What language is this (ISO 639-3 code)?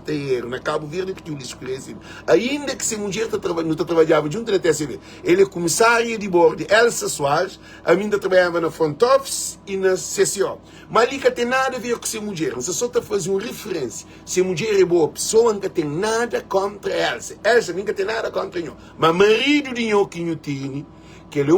kea